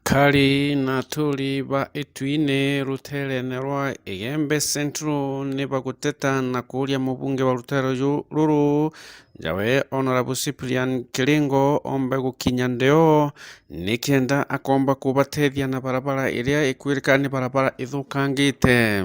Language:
Meru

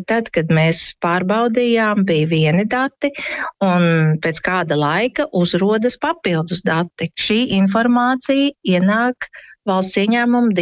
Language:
Latvian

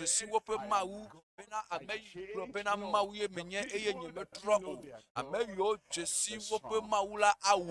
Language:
Ewe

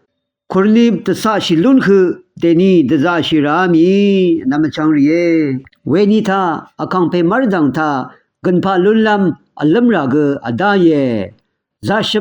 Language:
Rawang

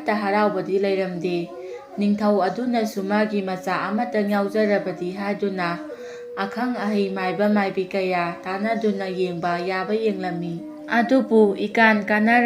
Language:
Manipuri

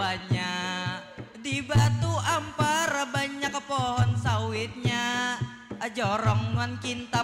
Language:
Banjar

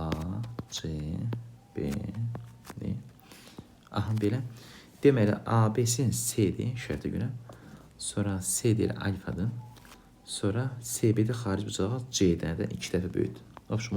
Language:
Azerbaijani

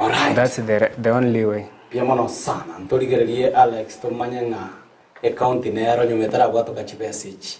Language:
Gusii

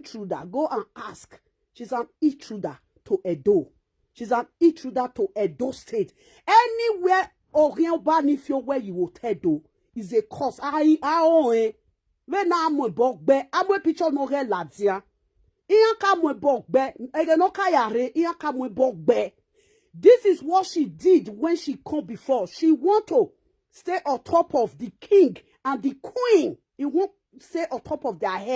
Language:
Nigerian Pidgin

